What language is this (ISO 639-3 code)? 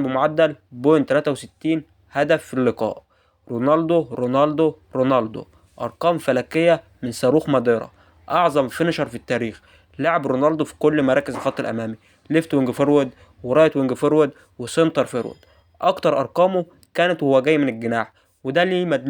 arz